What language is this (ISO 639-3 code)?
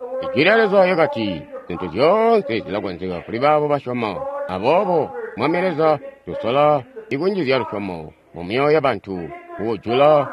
toi